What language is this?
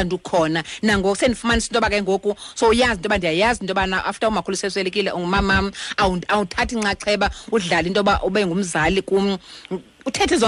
Xhosa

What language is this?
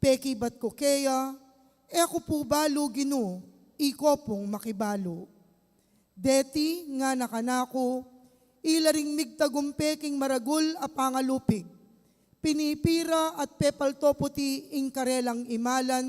Pampanga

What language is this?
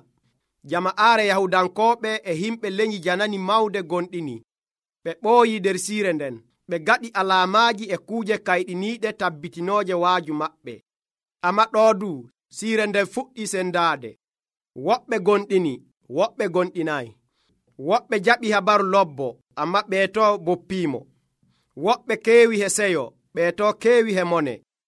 Nigerian Fulfulde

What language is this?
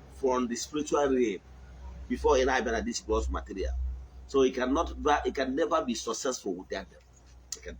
Igbo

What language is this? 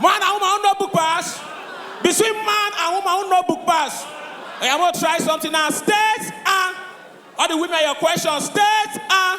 Nigerian Pidgin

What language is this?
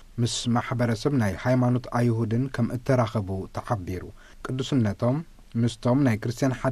Tigrinya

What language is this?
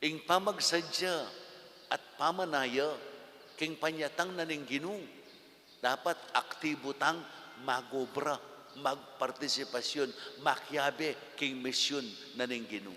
Pampanga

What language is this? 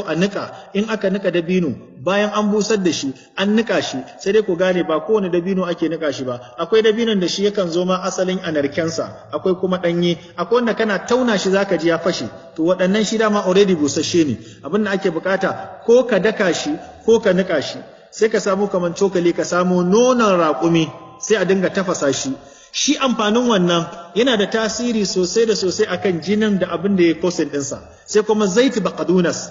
Hausa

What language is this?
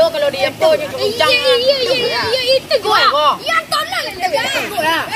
Minangkabau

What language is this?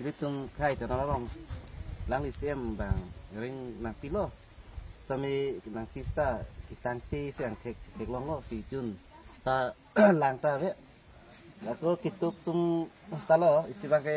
Karbi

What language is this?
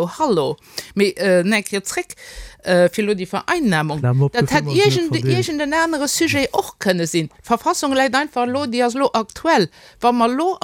Luxembourgish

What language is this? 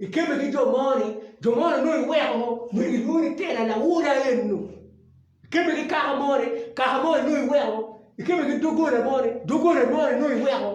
Acoli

